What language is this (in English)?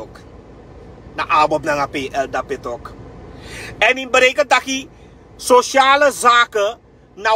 Sranan Tongo